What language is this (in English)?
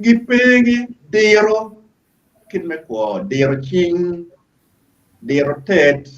Acoli